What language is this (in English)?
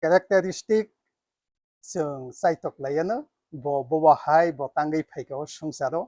Kok Borok